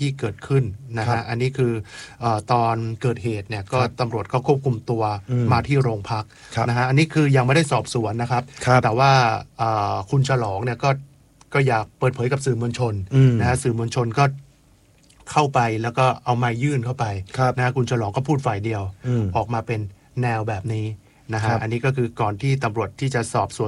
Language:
Thai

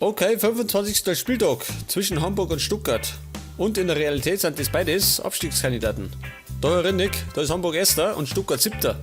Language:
Bavarian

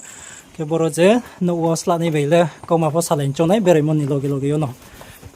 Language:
Riang (India)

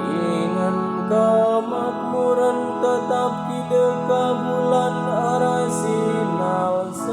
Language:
Batak Karo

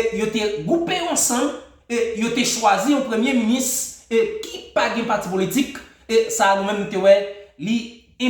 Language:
Haitian Creole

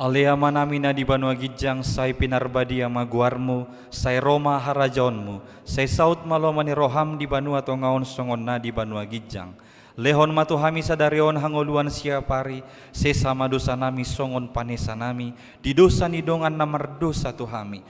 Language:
Batak Toba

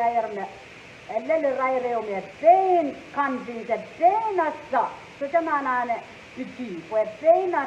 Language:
Pohnpeian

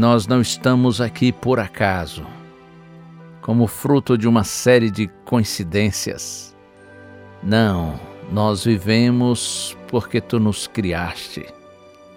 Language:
Portuguese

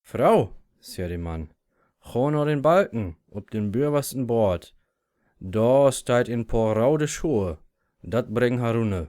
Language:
Low German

